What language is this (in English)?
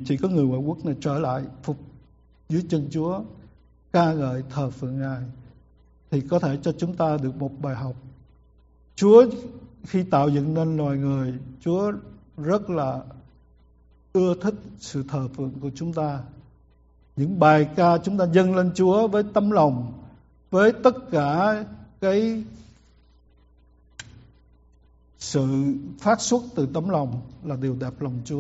Vietnamese